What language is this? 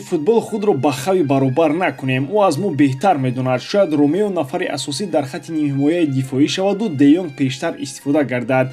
Tajik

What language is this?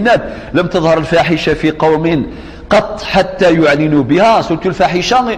Kabyle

